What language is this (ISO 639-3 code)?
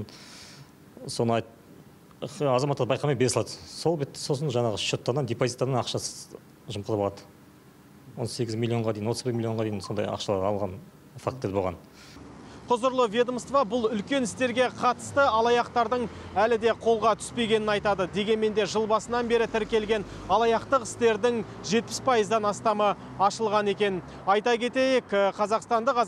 kaz